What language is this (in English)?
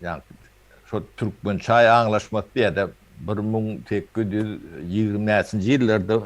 Turkmen